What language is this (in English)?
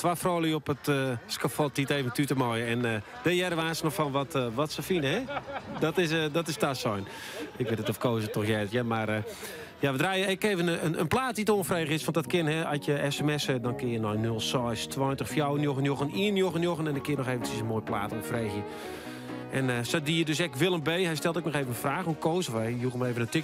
Western Frisian